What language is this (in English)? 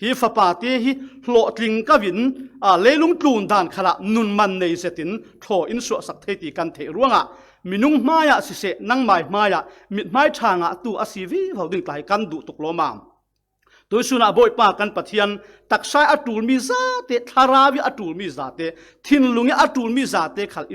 Falam Chin